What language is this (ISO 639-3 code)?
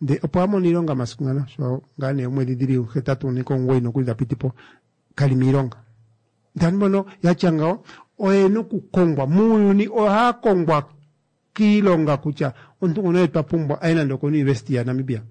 kua